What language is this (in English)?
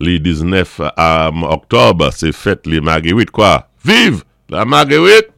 Saint Lucian Creole French